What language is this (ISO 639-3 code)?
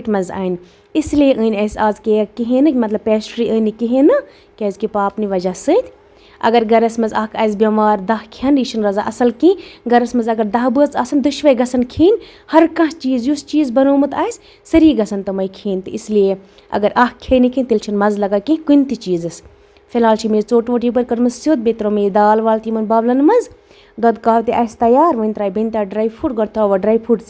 kas